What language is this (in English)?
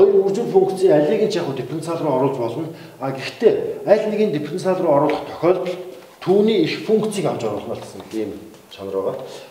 Mongolian